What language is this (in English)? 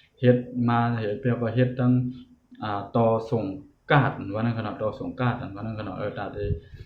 Shan